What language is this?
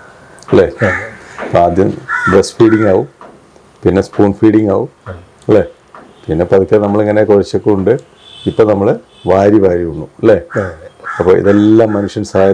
Malayalam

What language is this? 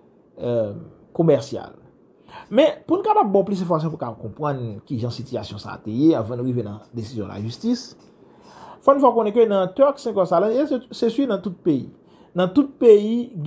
Haitian Creole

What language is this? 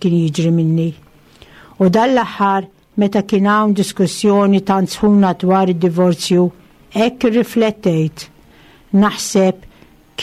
Maltese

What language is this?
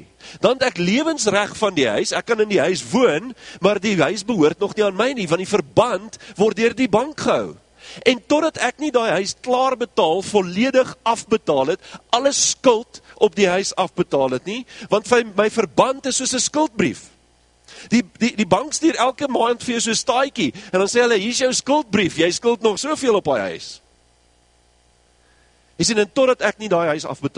Afrikaans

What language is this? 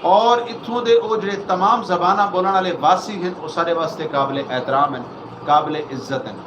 Saraiki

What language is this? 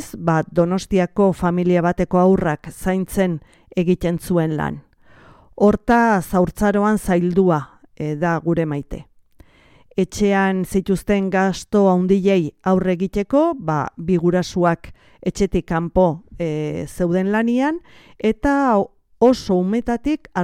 Basque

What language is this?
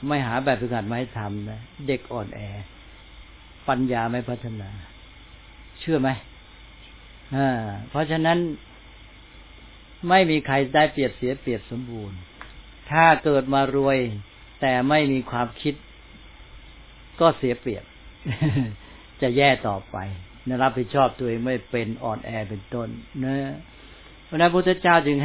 Thai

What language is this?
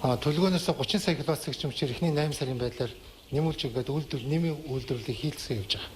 Mongolian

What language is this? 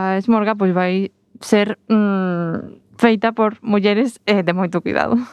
Galician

